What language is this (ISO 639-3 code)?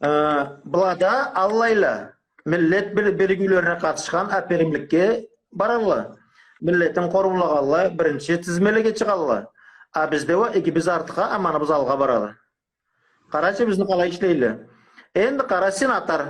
krc